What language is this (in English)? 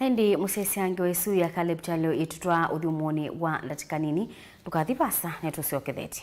Kamba